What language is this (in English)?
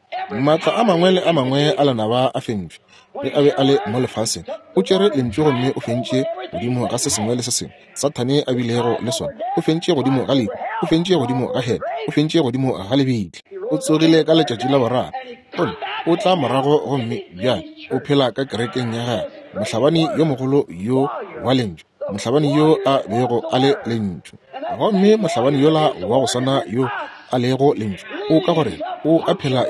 Northern Sotho